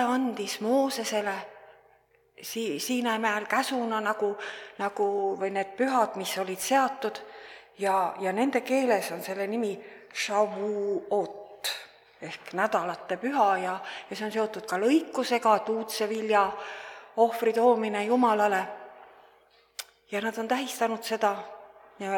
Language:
Estonian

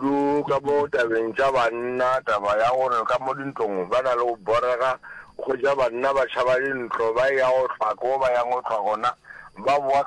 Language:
Northern Sotho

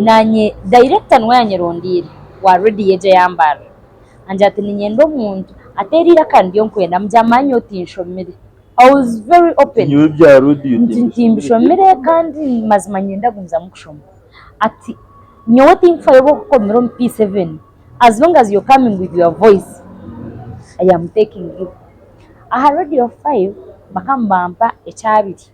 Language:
Nyankole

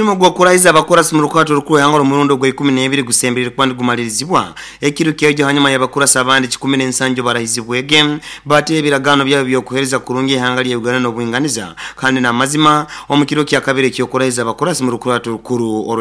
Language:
Nyoro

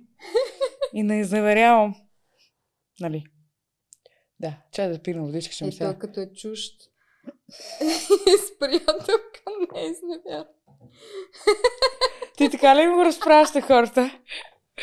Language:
Bulgarian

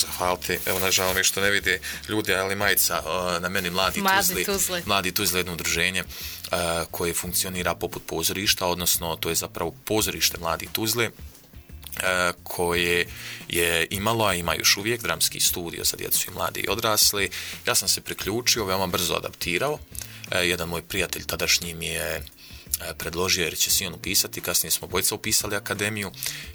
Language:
Bosnian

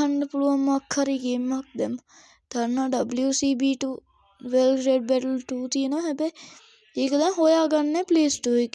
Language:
Sinhala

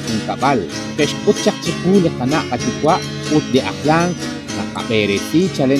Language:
Kekchí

